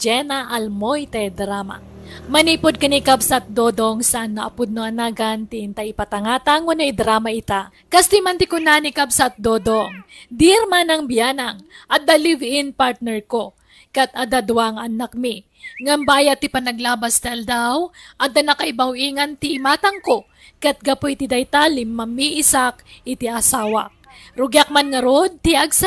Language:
Iloko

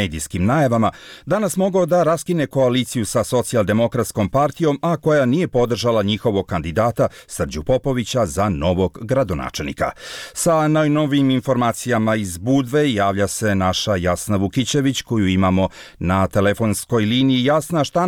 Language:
Serbian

